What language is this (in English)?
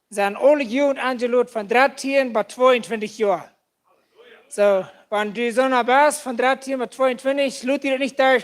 Plautdietsch